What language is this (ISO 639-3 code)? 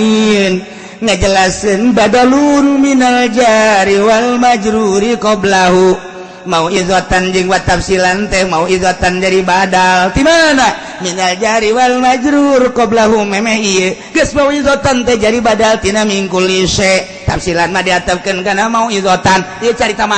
sun